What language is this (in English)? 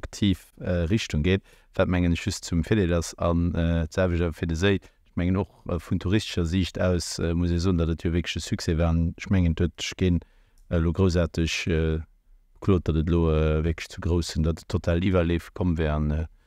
Luxembourgish